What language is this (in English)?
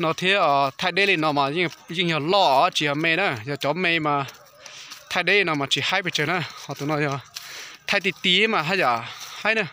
Hmong